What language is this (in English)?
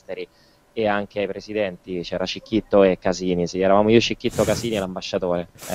Italian